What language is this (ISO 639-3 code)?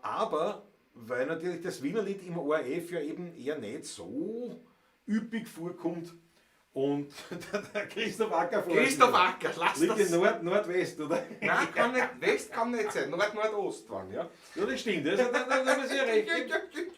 bar